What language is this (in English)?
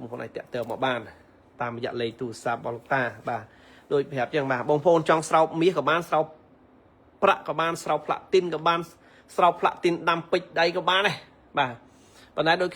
Khmer